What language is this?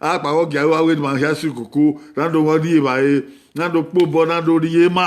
Bini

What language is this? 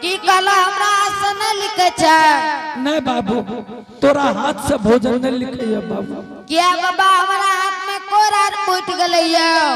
Angika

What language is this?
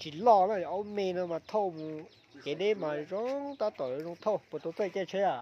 Hmong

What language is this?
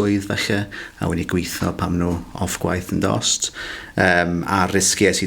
Welsh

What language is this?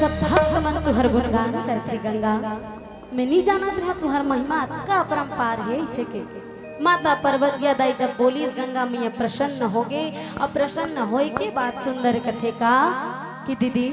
Chhattisgarhi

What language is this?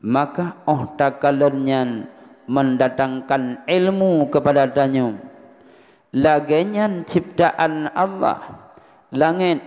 Achinese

